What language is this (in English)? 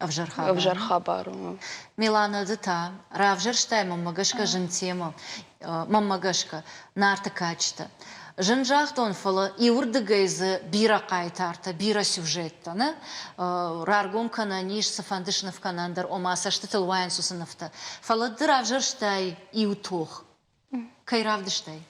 Ossetic